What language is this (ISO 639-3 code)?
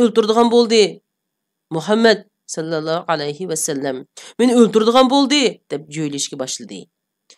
uig